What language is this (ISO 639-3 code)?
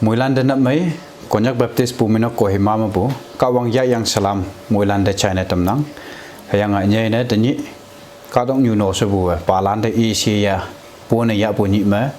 nbe